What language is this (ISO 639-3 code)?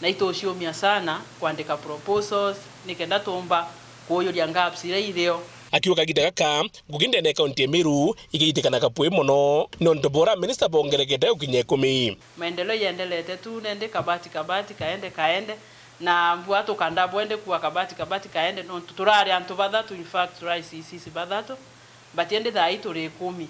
mer